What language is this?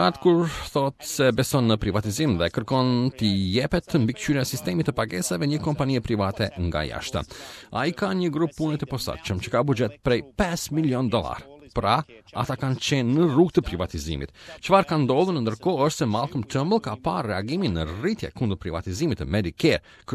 Albanian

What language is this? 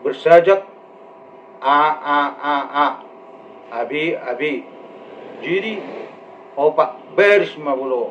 Batak Toba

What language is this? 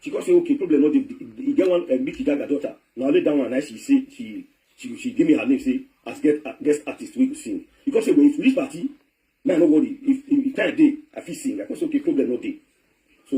Nigerian Pidgin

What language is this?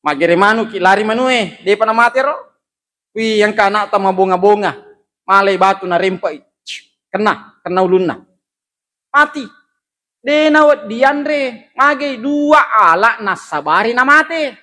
Buginese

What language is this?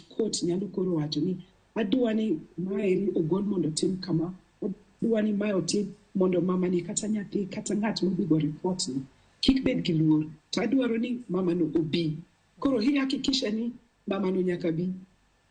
Luo (Kenya and Tanzania)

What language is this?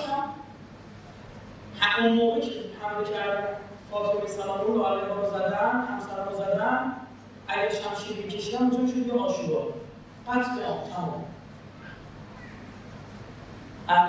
Persian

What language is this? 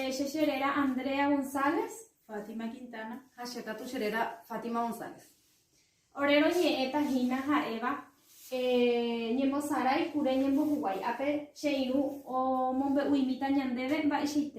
Guarani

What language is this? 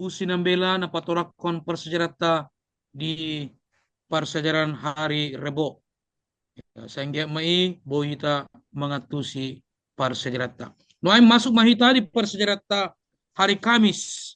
Batak Toba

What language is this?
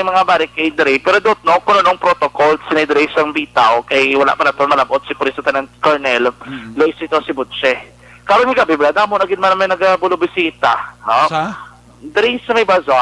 Hiligaynon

